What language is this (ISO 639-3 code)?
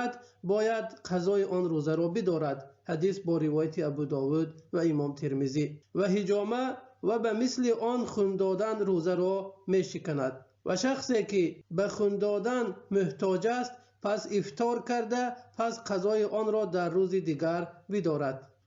tgk